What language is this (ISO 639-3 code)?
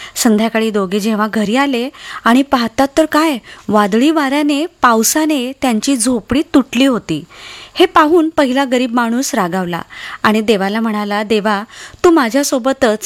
mar